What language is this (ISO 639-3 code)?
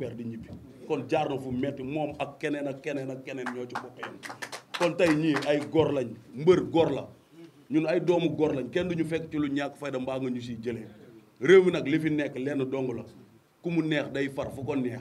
wol